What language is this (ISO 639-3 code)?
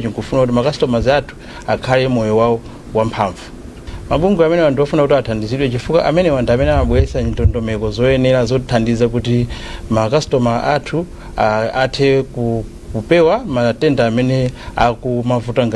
nya